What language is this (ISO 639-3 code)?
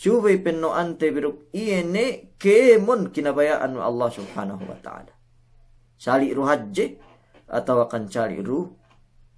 yka